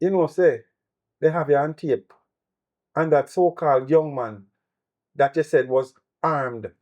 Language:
Jamaican Creole English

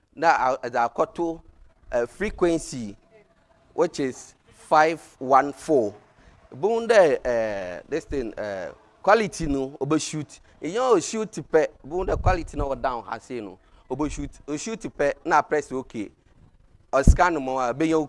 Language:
Akan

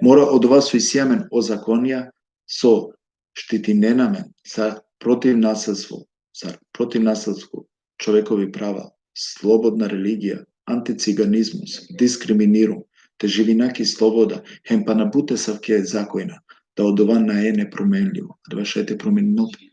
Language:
Balkan Romani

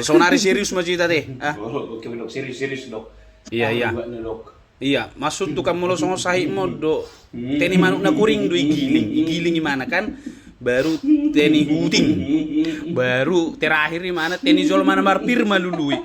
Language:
Batak Toba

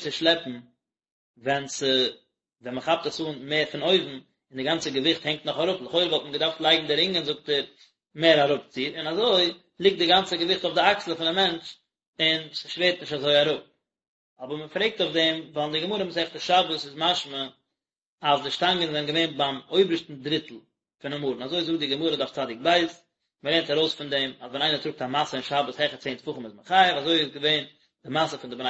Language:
Yiddish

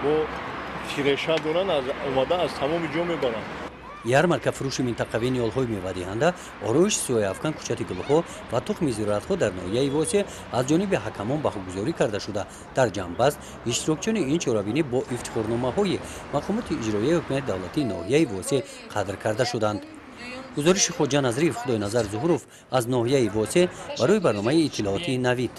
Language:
Tajik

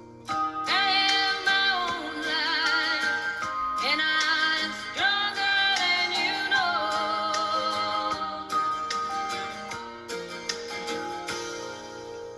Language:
English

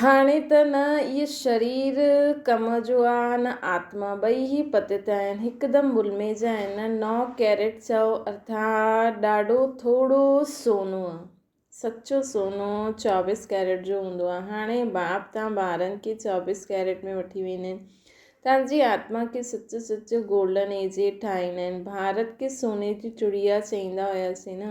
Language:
Sindhi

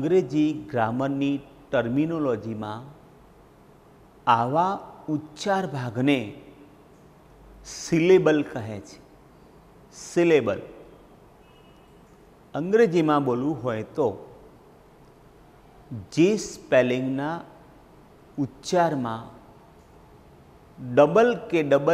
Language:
Gujarati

